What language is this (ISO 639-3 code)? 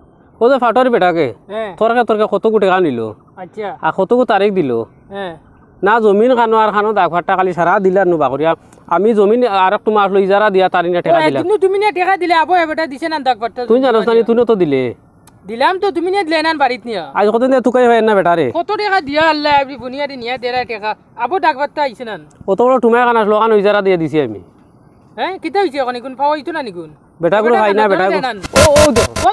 syl